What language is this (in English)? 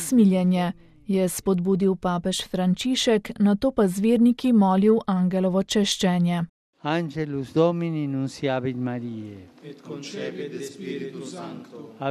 Slovenian